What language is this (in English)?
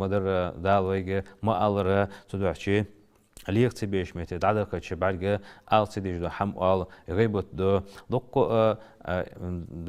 Ingush